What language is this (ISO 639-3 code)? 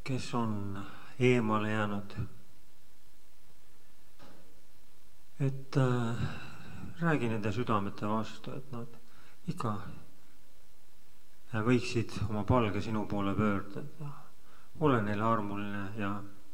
est